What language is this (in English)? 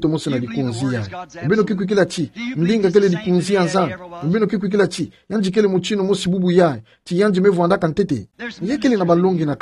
Kituba (Democratic Republic of Congo)